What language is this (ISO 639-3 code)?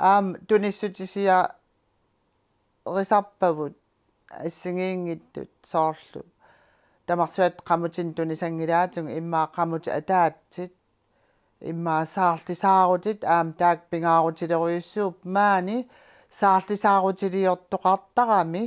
kal